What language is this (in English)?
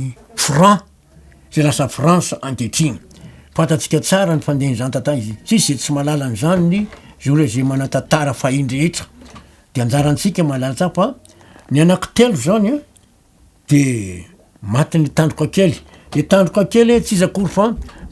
Malagasy